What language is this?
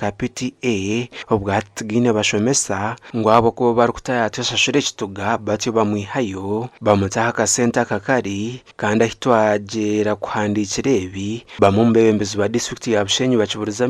Nyankole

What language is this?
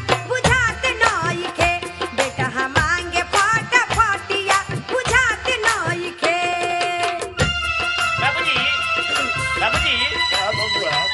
Bhojpuri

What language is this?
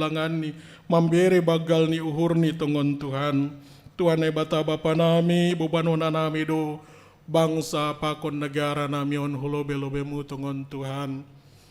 Batak Simalungun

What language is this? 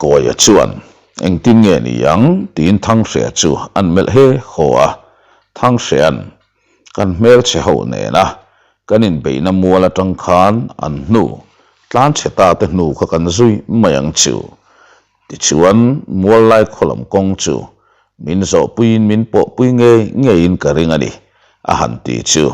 Mizo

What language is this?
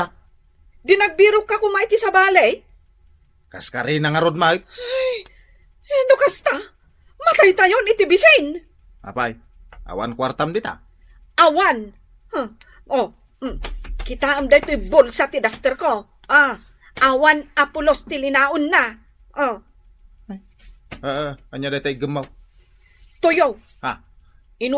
Iloko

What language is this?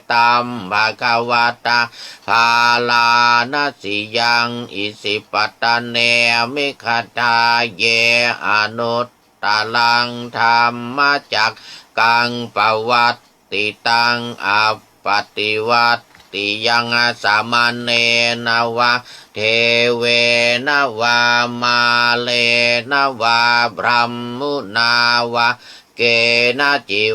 Pali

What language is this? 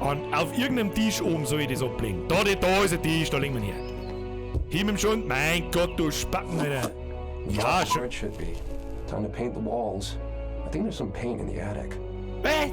Bavarian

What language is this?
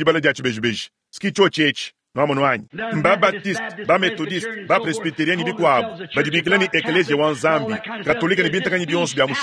Luba-Lulua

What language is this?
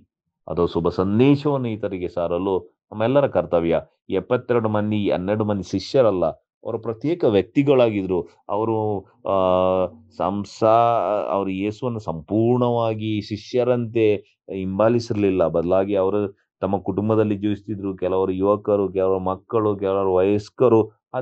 Kannada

